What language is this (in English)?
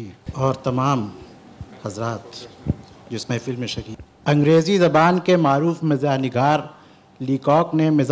Urdu